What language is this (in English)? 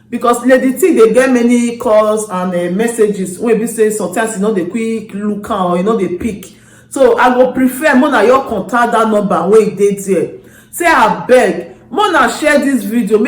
Nigerian Pidgin